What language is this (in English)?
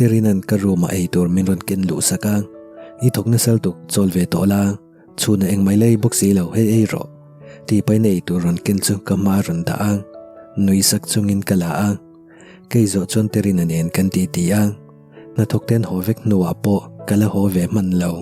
Mizo